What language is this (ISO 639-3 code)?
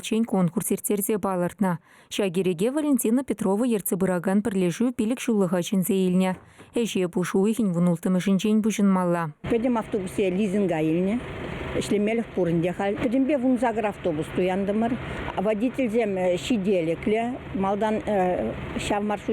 chv